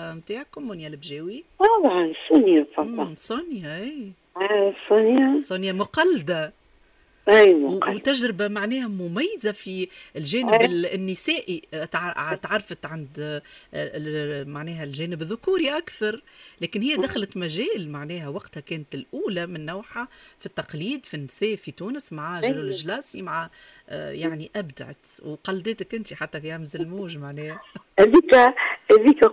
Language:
Tunisian Arabic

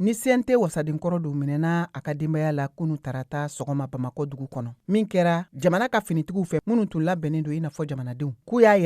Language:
Bambara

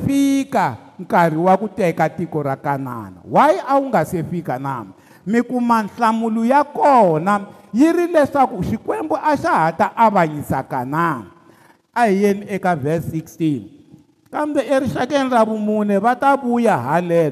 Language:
Tsonga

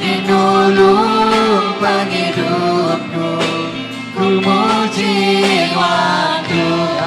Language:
Iban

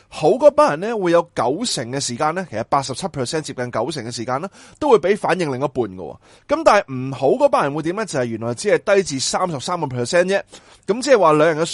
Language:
Cantonese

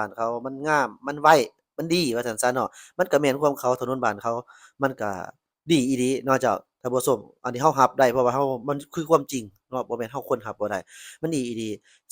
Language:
Lao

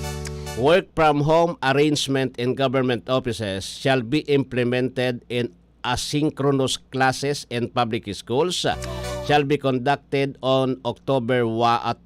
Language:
Bikol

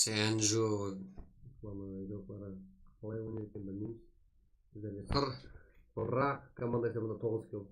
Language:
Kara-Kalpak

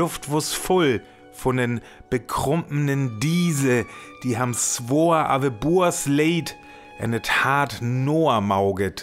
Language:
Northern Frisian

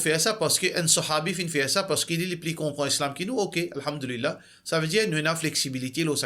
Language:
Morisyen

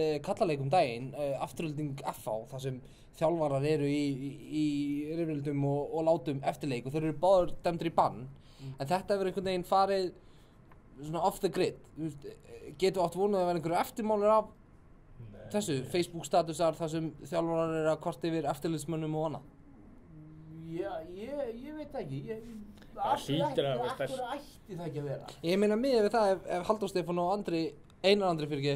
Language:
Icelandic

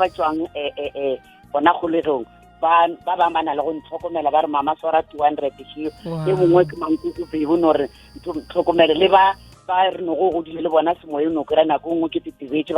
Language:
Northern Sotho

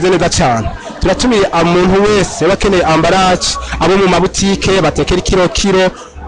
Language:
Rundi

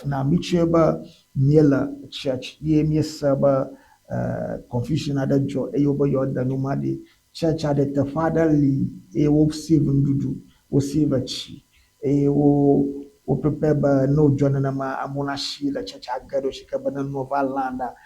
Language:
Ewe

